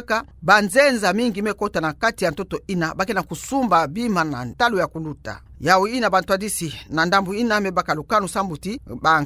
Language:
Kituba (Democratic Republic of Congo)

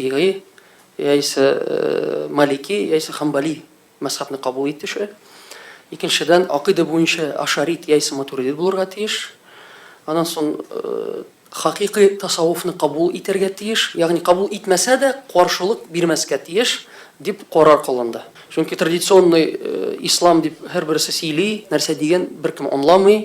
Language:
Tatar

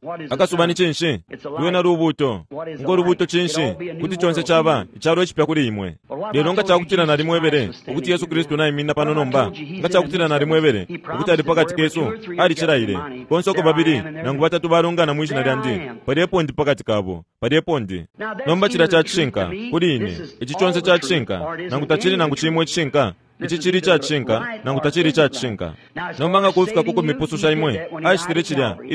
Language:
Bemba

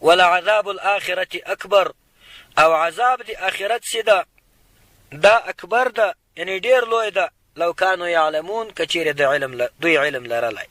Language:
Pashto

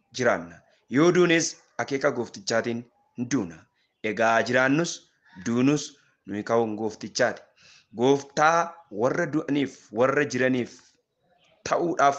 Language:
Oromo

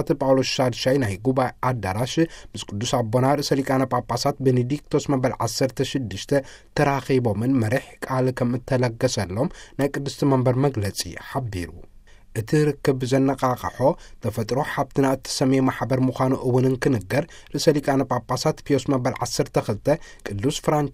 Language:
Tigrinya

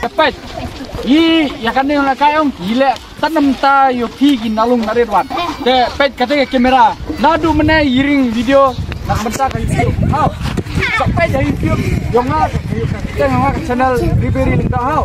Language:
Khasi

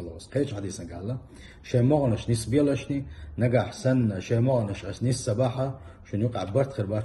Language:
Chechen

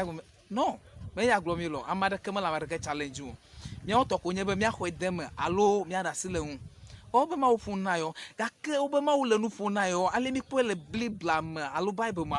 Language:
Ewe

